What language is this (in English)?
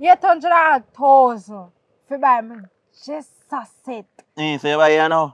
Jamaican Creole English